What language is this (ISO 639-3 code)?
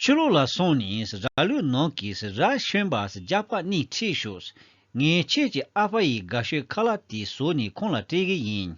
bod